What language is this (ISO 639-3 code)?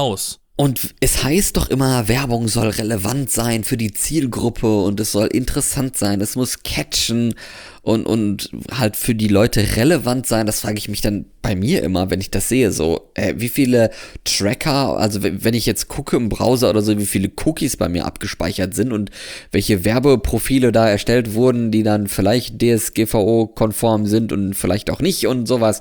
deu